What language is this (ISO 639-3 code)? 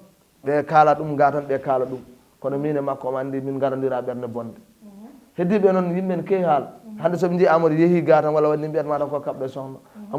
ful